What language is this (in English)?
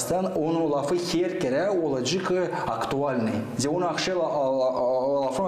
Gagauz